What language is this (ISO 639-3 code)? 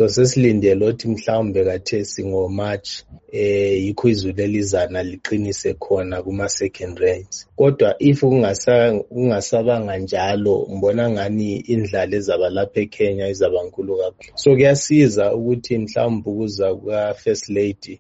nde